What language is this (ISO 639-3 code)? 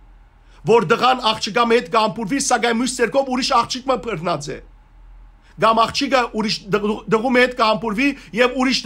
hyw